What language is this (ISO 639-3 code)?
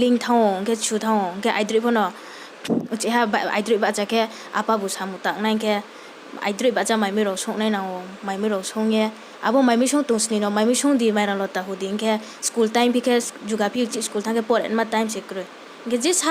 ria